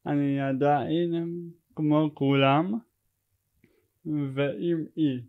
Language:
Hebrew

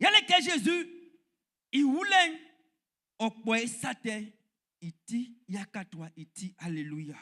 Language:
Baoulé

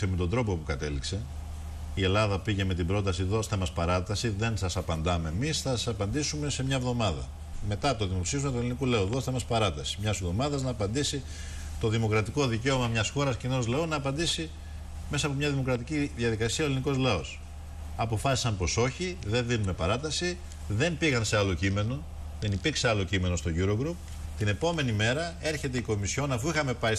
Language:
Greek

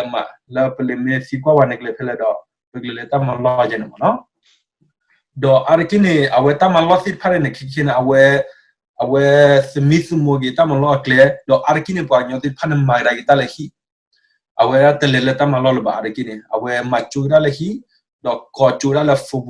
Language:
S'gaw Karen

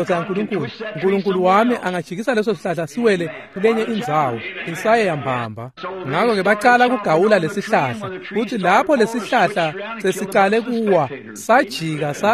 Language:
Swati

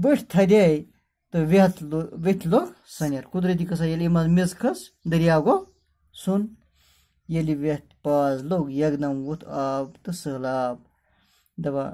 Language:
Kashmiri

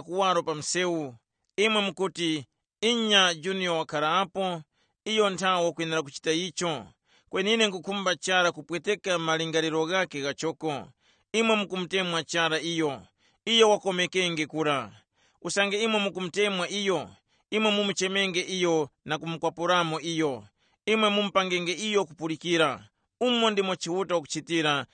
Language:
Tumbuka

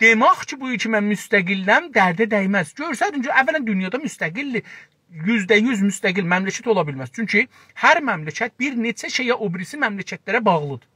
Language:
South Azerbaijani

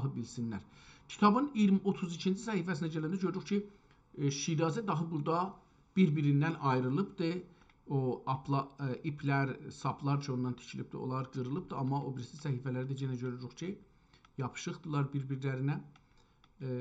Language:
South Azerbaijani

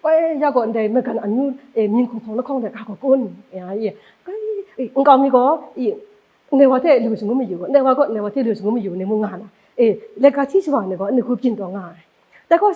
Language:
Kachin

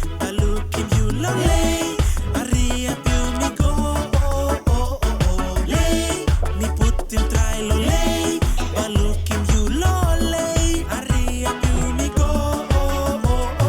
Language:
Tok Pisin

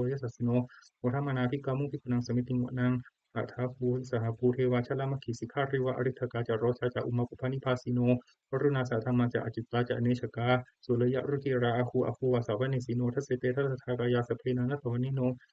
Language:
Pali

